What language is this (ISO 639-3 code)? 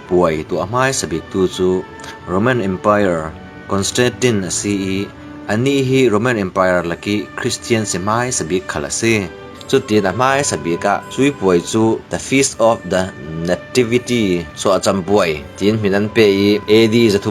cfm